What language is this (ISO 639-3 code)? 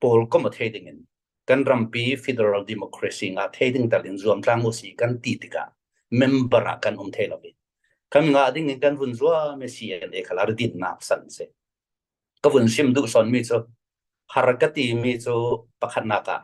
cfm